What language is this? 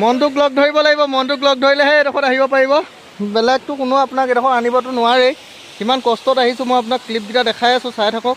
Assamese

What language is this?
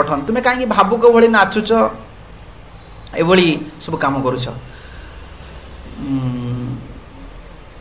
Odia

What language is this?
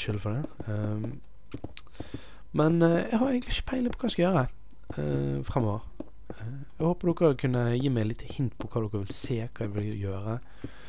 Norwegian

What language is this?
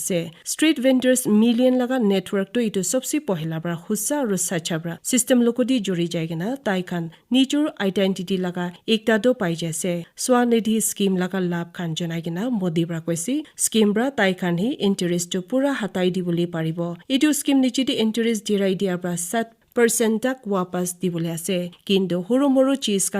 Naga Pidgin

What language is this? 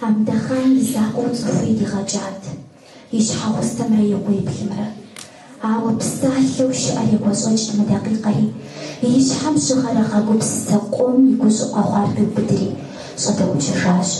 Kabardian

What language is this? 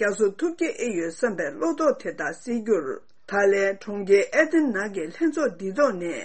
Tibetan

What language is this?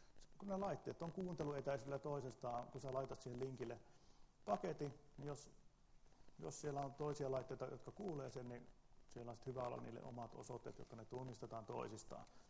Finnish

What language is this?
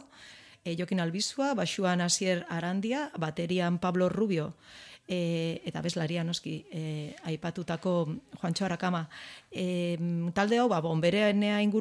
Basque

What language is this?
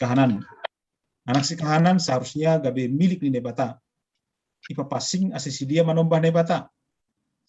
Batak Simalungun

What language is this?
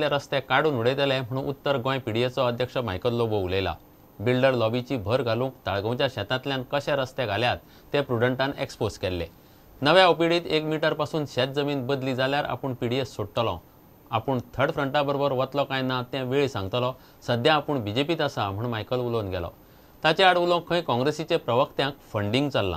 Konkani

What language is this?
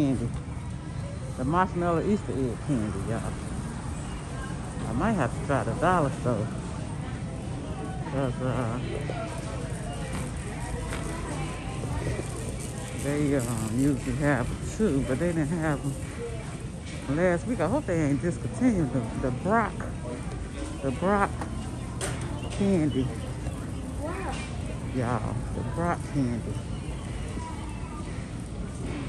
English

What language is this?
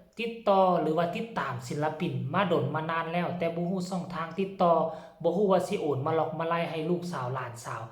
Northeastern Thai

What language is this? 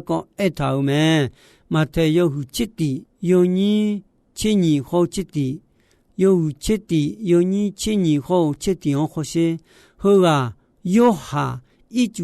Akha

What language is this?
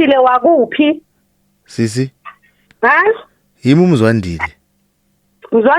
Zulu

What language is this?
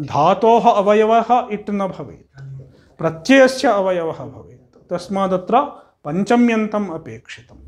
Sanskrit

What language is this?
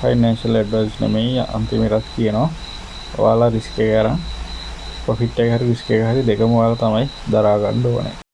Sinhala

